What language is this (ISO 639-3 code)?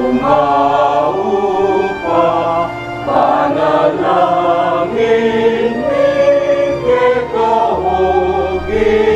pam